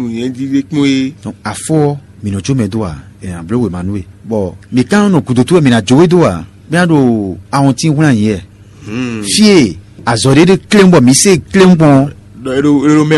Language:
Fon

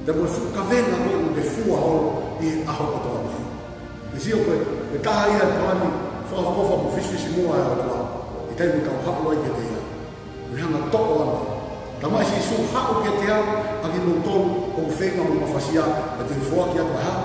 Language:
Tongan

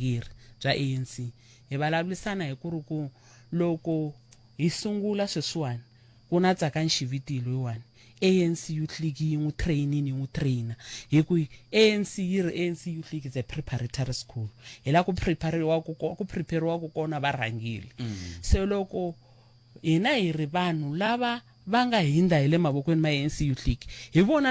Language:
Tsonga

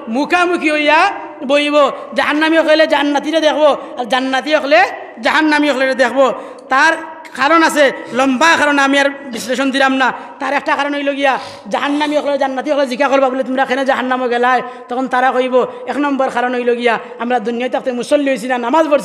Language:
Sylheti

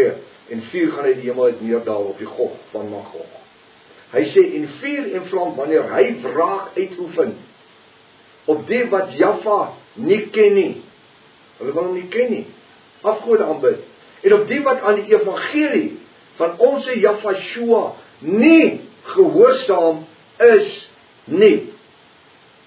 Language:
Afrikaans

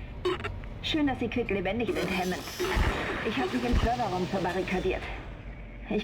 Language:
Bavarian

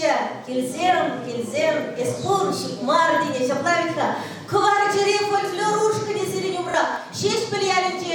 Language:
Chuvash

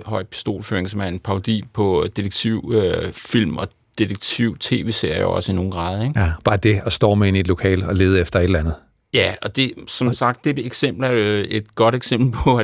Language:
Danish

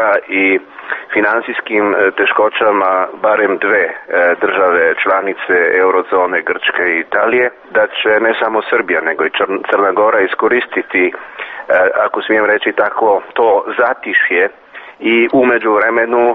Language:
Serbian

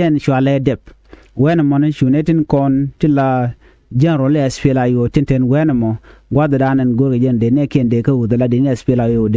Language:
Nuer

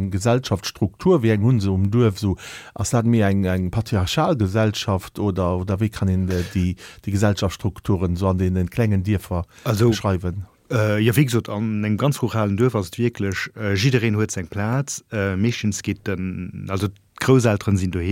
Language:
Luxembourgish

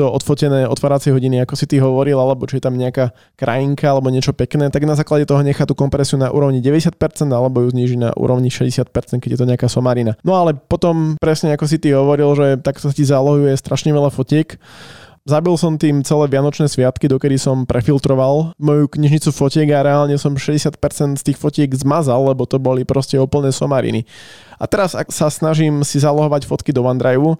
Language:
Slovak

